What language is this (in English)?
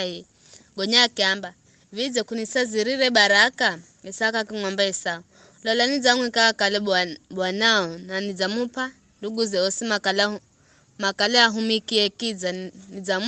Giryama